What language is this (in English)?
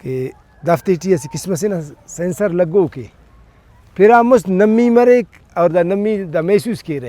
Brahui